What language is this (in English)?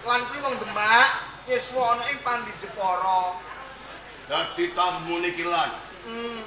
Javanese